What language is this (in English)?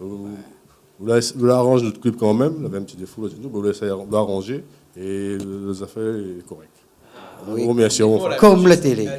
Réunion Creole French